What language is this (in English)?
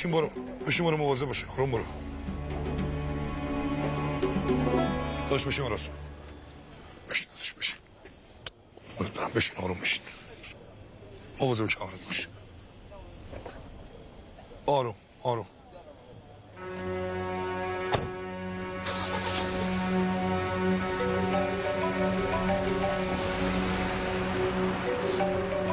Persian